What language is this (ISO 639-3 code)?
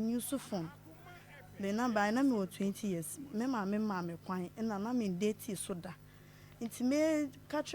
aka